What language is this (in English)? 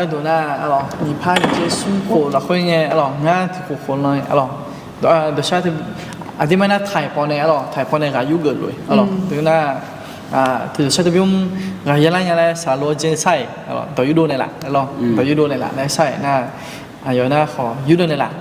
Akha